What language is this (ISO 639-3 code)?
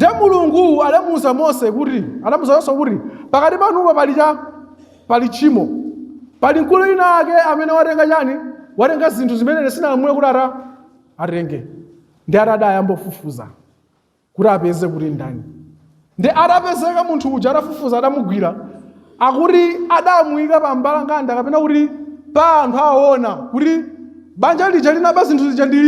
nya